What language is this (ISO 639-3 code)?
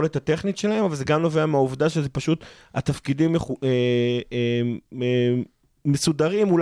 heb